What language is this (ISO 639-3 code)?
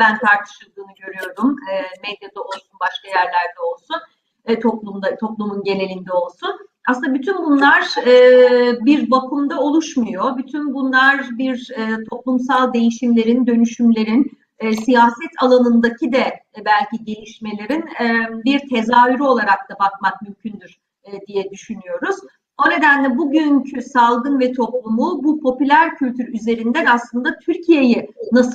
tur